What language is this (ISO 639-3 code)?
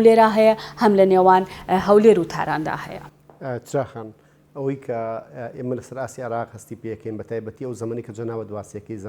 ckb